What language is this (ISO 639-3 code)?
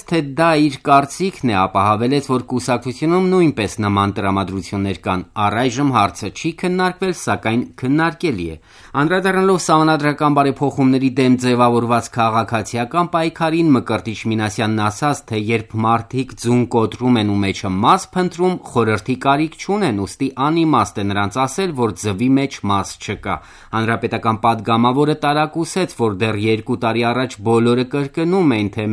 hye